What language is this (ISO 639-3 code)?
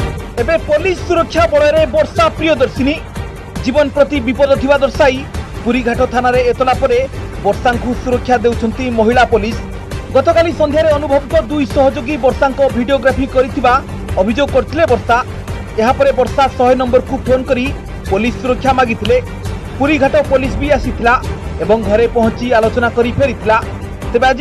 ori